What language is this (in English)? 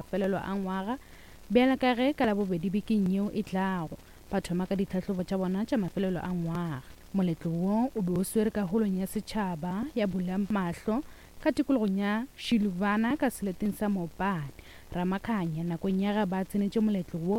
Northern Sotho